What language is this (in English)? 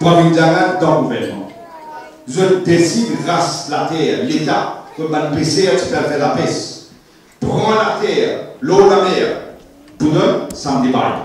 Morisyen